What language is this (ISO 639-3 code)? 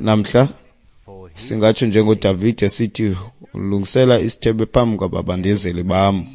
xho